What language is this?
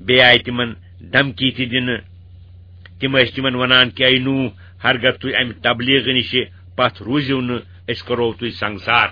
Kashmiri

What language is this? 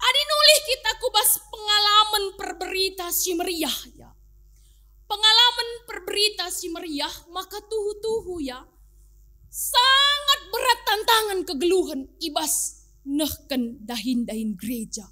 Batak Karo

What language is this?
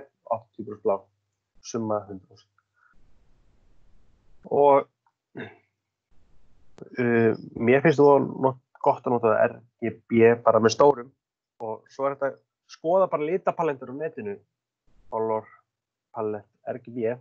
Icelandic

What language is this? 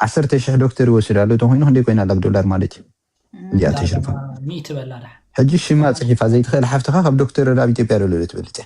Tigrinya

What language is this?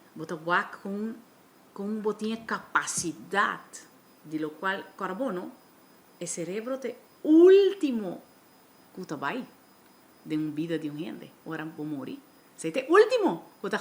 Papiamento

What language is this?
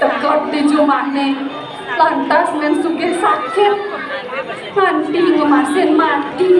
Balinese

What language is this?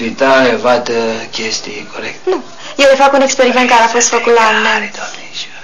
Romanian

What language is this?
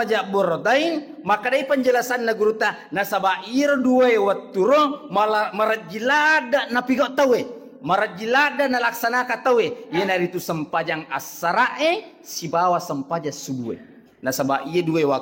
Buginese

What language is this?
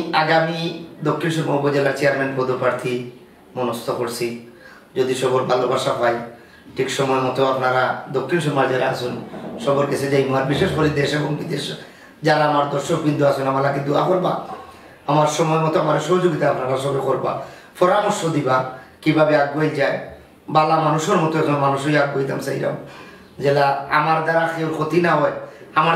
Sylheti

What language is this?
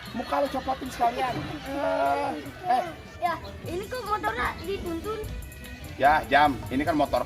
Betawi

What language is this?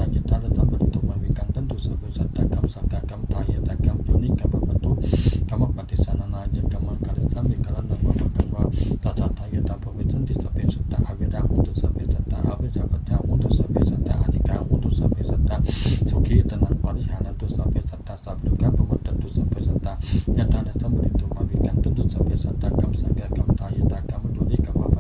Pali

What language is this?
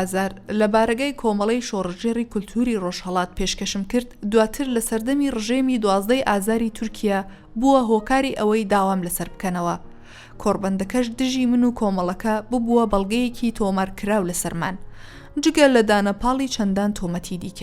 Central Kurdish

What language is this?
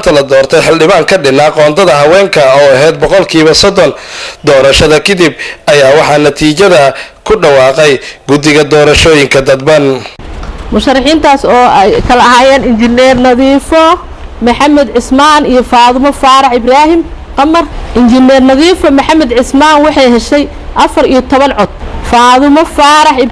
Somali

